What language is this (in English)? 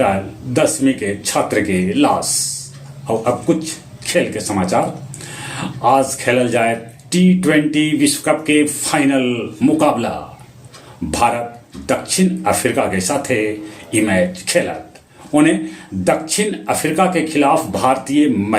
Magahi